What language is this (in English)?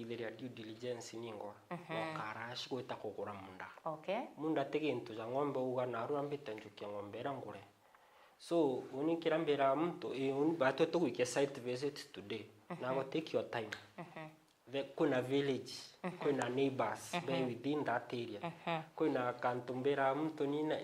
Meru